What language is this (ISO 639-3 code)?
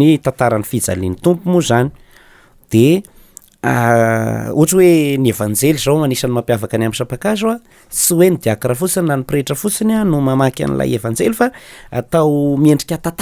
mlg